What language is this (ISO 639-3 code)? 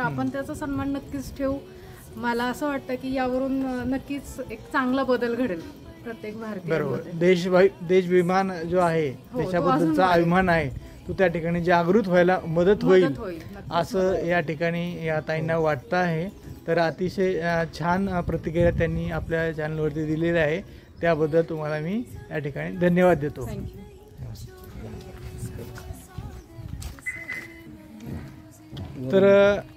mar